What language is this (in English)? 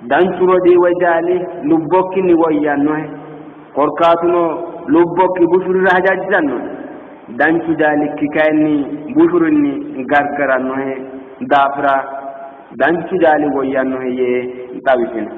Sidamo